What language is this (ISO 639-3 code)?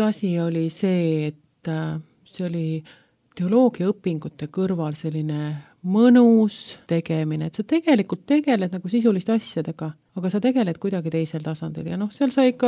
est